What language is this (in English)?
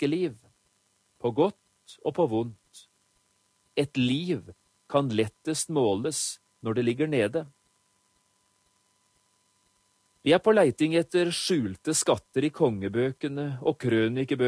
Norwegian